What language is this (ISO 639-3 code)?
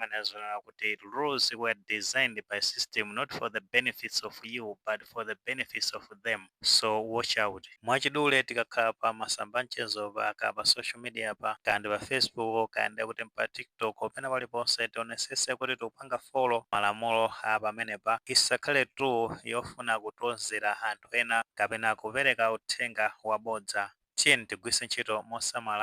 nya